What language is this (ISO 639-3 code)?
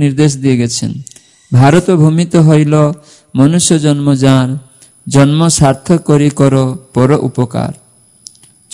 ben